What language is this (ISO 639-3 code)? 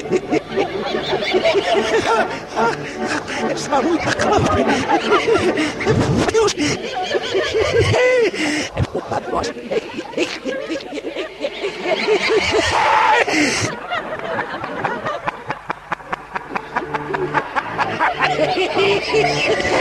fin